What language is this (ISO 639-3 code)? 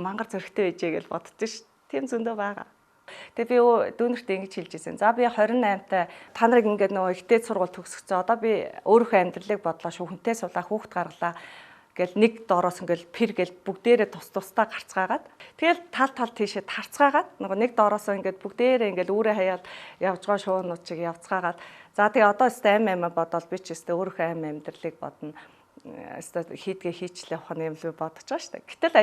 mon